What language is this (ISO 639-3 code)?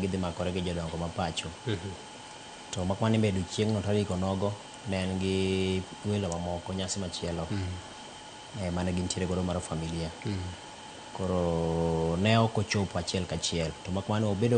luo